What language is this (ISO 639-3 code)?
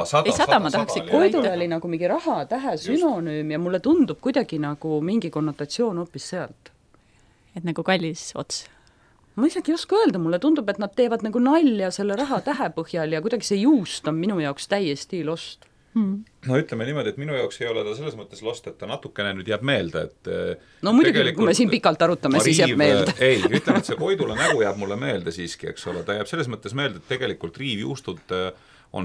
est